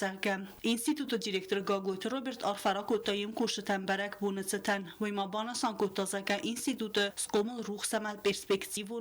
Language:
Ossetic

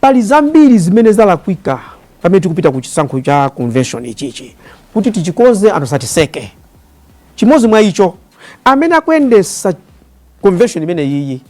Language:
Nyanja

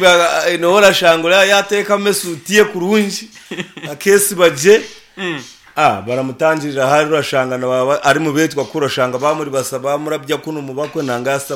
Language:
Nyankole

